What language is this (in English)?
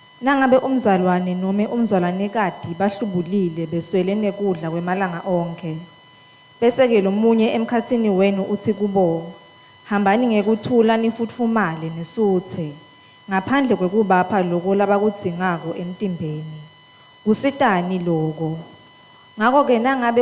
Swati